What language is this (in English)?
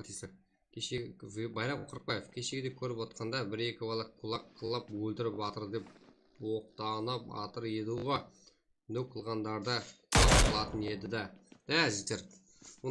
Kara-Kalpak